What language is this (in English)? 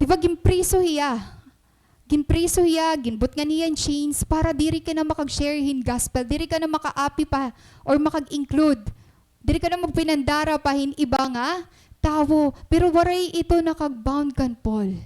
Waray